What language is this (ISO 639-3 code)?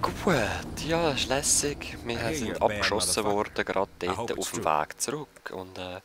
gsw